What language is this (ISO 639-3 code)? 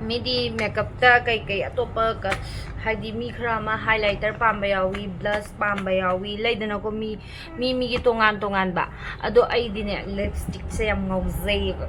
mni